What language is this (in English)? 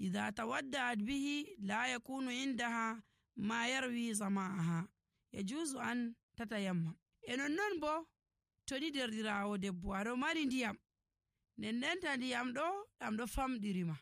Nigerian Fulfulde